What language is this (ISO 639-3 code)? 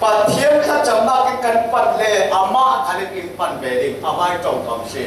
cfm